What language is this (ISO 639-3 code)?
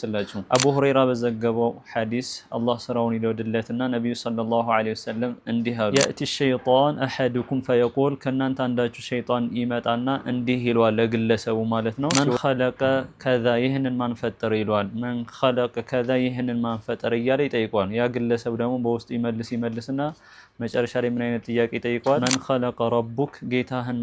amh